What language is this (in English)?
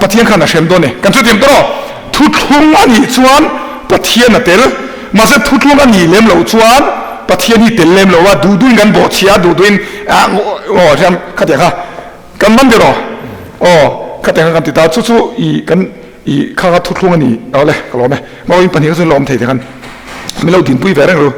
Mizo